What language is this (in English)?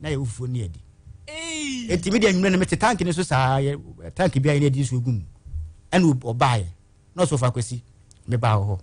Akan